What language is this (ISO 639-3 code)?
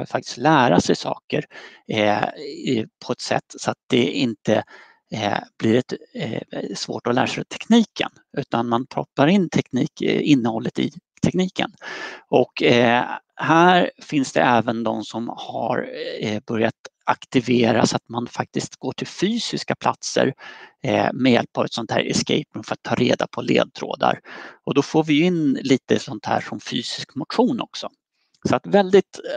swe